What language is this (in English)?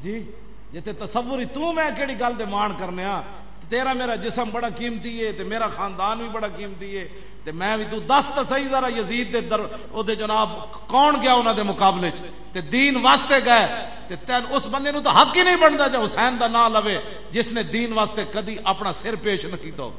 Western Panjabi